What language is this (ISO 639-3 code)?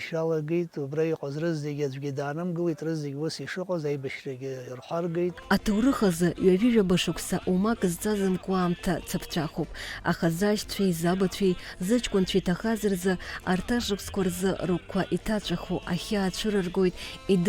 abk